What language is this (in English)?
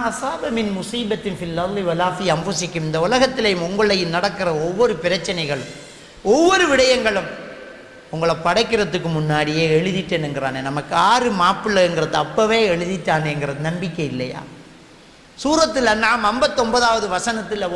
Tamil